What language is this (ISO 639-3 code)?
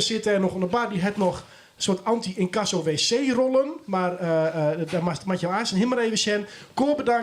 fry